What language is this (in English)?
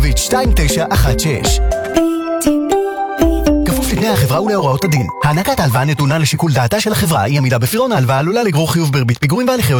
Hebrew